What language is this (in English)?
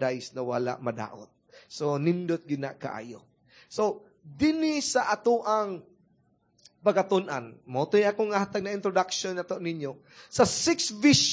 Cebuano